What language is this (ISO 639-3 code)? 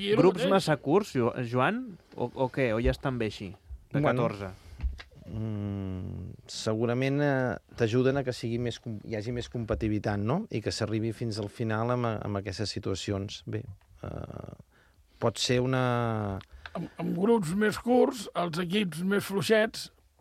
cat